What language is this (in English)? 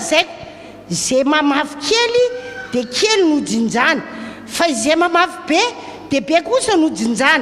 Malagasy